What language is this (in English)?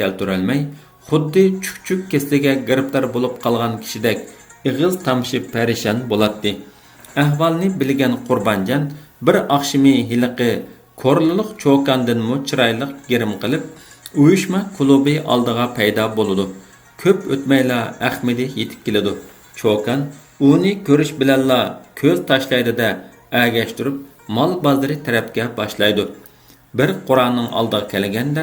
Uyghur